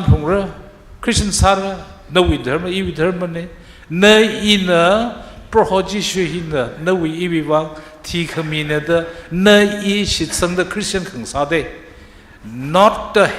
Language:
Tangkhul Naga (India)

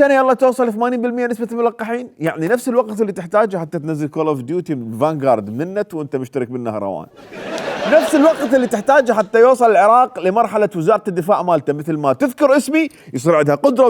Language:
Mesopotamian Arabic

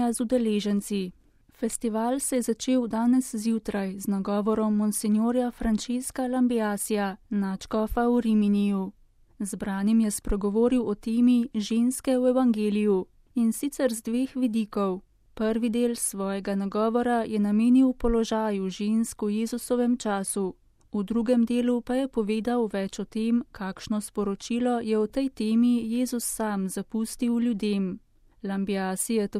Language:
Slovenian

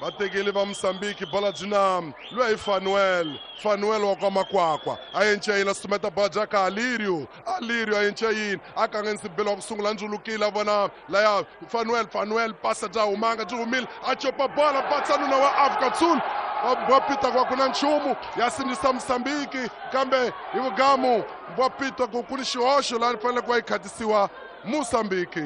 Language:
Tsonga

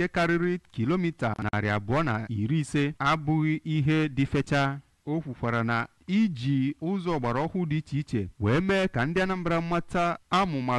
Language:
Igbo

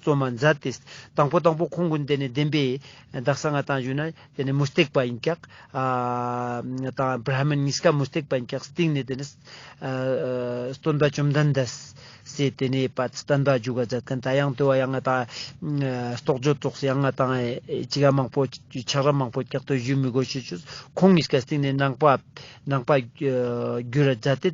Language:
Ladakhi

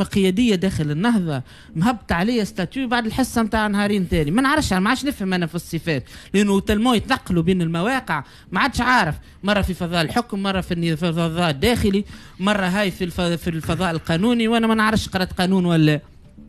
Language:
Tunisian Arabic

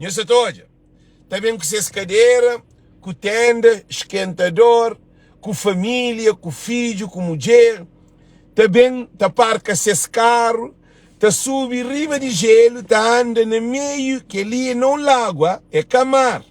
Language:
Kabuverdianu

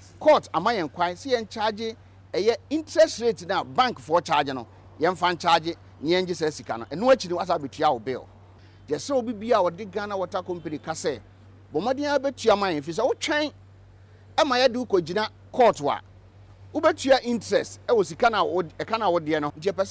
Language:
Akan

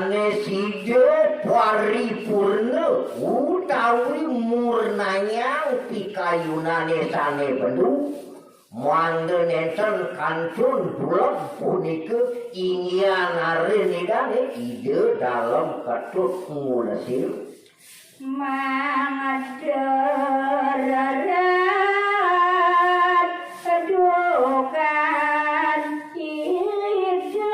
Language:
Balinese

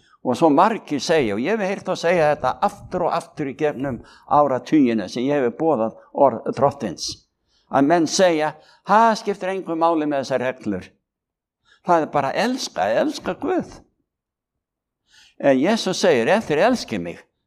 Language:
Icelandic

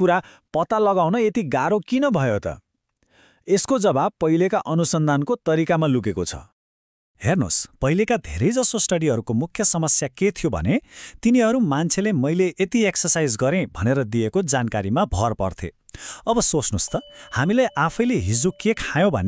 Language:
Nepali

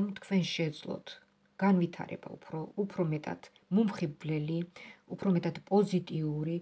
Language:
Georgian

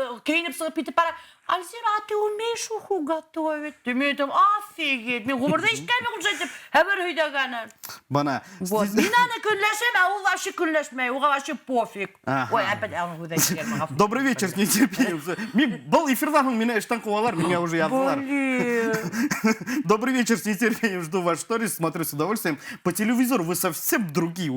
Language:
Bashkir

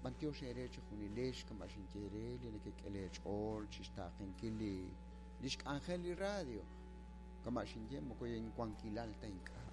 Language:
Kekchí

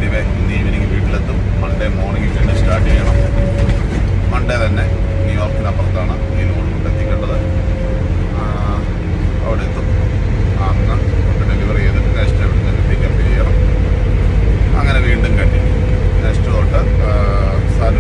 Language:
Malayalam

